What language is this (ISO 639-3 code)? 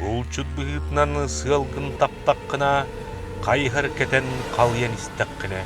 sah